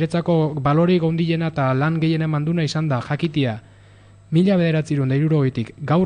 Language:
Basque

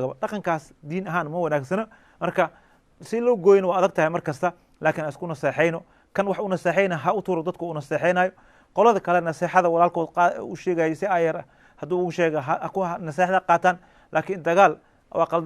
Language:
Somali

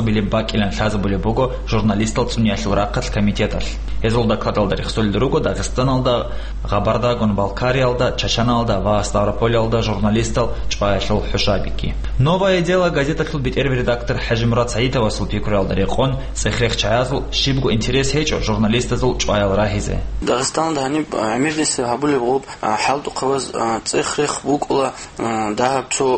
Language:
Avaric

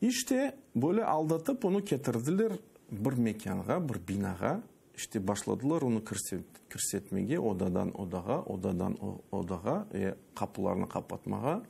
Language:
Crimean Tatar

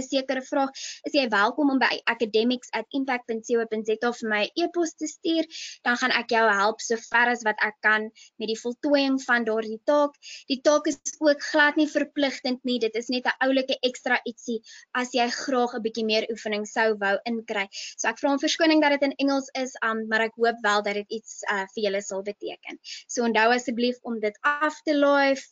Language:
Afrikaans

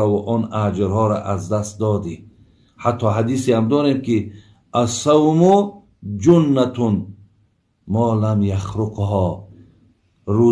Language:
Tajik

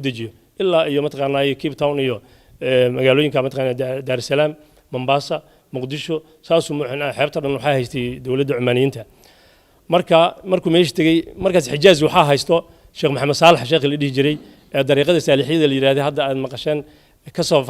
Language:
Somali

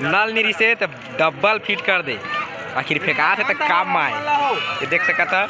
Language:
Chhattisgarhi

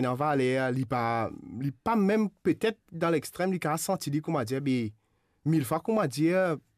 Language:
Morisyen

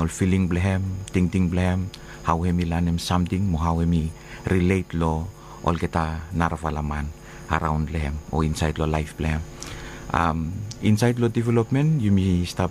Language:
Bislama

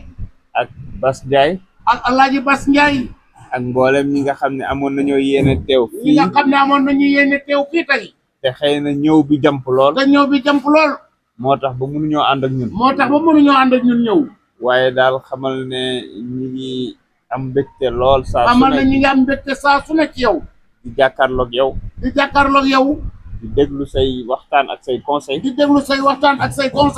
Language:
Wolof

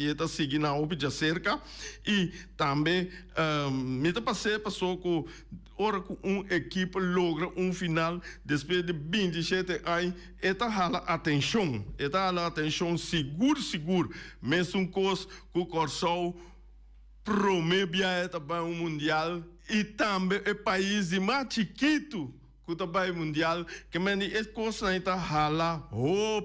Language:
Papiamento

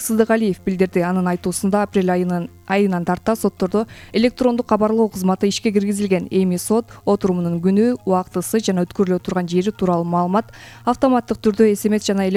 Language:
Kyrgyz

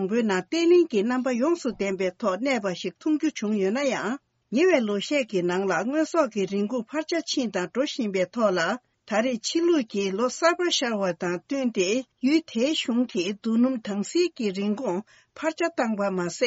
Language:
Tibetan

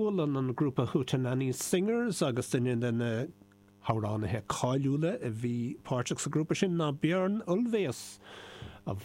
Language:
Irish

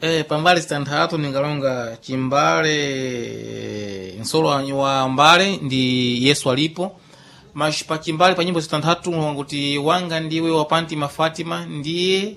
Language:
Sena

